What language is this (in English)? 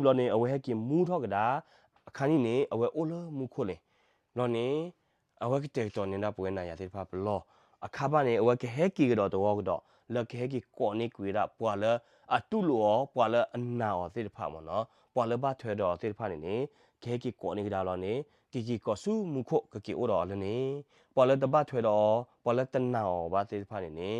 S'gaw Karen